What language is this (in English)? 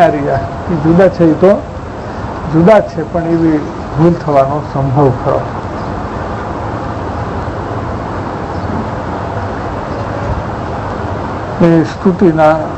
Gujarati